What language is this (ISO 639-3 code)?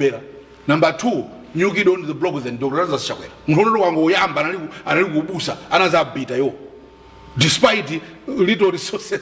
nya